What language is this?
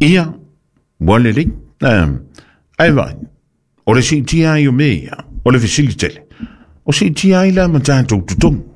Samoan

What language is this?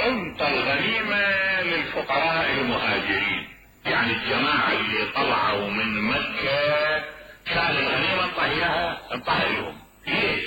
Mesopotamian Arabic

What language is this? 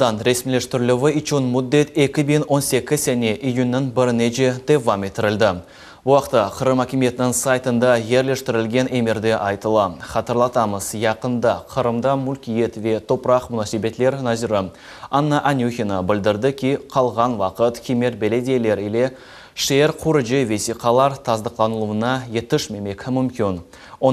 Crimean Tatar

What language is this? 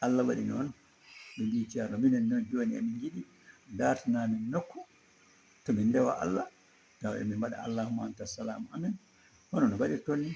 Fula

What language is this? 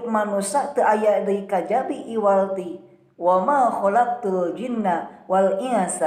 Sundanese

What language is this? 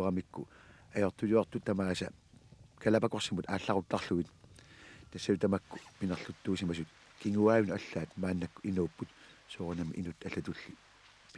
Kalaallisut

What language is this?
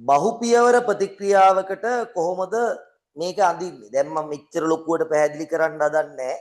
Sinhala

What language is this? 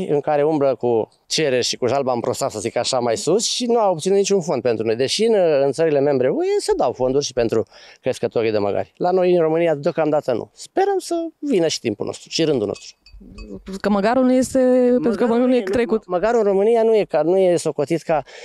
Romanian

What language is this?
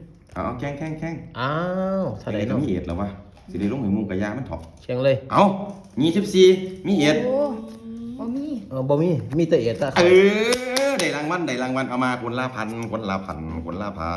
Northeastern Thai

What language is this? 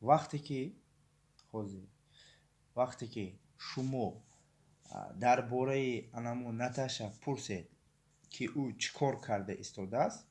Tajik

